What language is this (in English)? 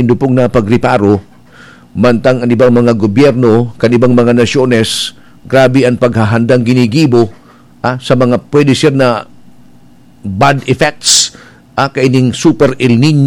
Bikol